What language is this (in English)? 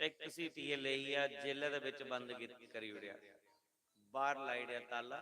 Dogri